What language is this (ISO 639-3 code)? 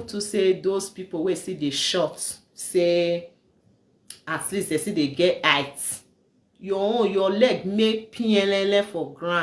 pcm